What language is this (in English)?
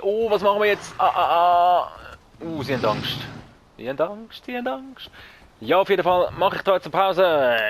Swiss German